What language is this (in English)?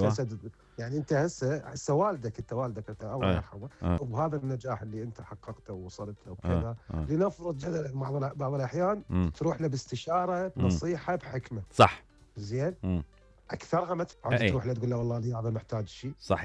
Mesopotamian Arabic